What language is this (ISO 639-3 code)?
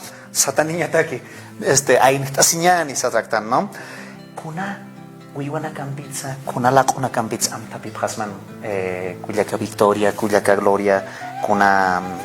aym